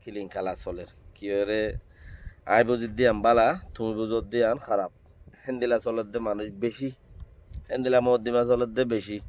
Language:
Rohingya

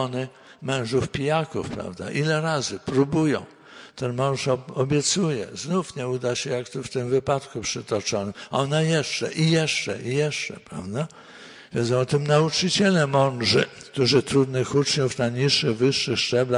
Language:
Polish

